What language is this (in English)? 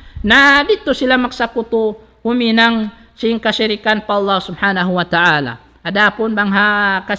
Tausug